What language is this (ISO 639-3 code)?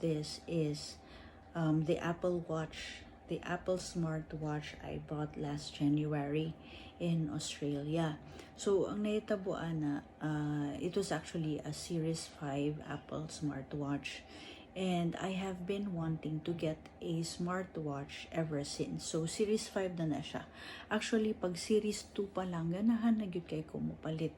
ceb